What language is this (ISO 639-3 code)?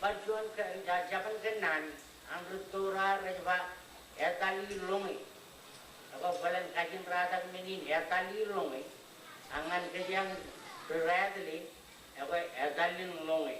mah